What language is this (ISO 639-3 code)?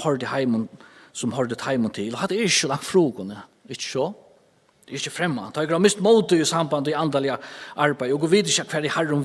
fao